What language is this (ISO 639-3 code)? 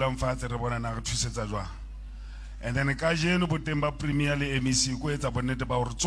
sot